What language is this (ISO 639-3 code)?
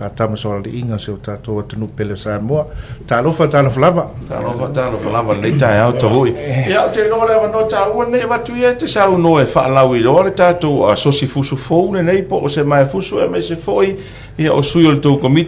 smo